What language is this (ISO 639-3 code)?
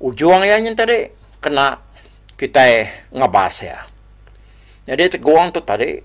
iba